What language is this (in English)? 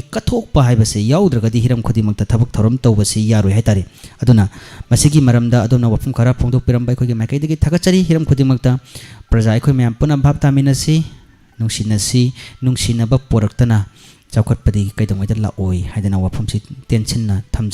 Manipuri